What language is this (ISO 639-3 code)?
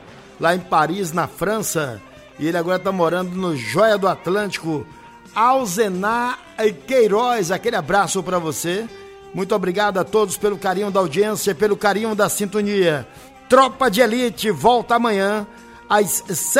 por